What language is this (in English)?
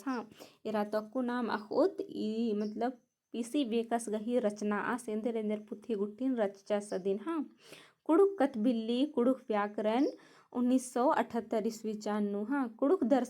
Kurukh